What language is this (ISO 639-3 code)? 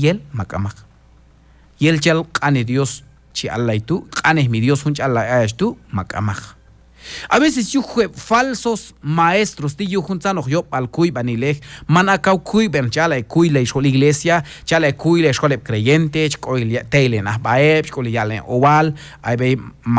kjb